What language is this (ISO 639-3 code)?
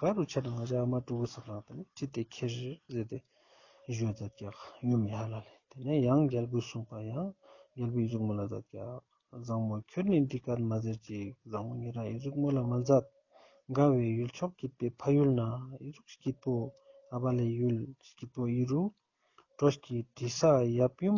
lbj